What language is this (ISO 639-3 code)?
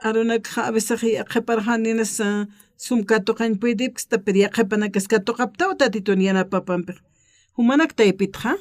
aym